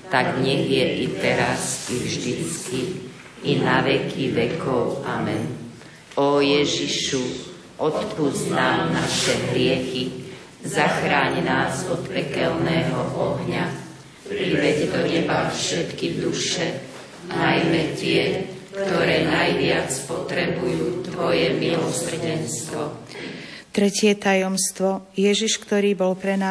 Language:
Slovak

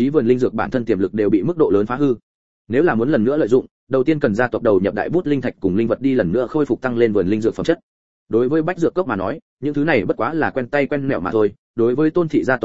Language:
Vietnamese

